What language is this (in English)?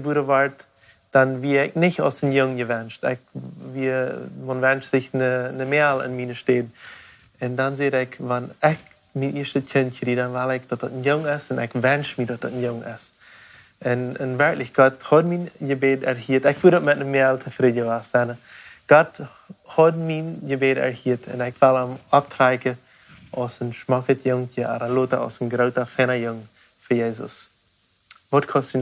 Plautdietsch